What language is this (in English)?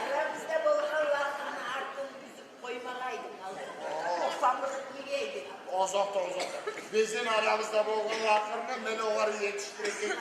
Kumyk